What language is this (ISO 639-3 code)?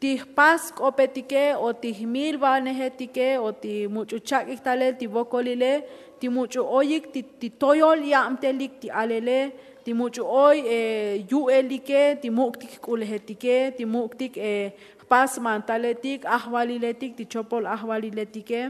tzo